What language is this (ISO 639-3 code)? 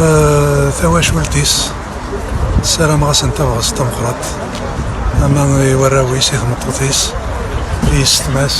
kab